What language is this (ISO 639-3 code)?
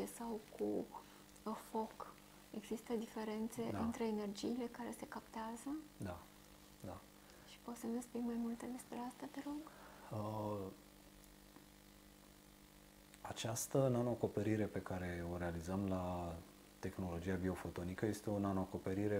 ron